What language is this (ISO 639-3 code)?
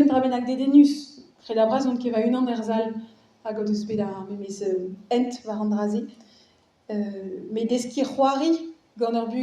bre